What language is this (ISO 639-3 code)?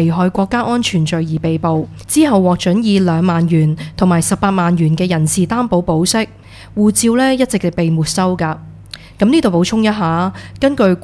yue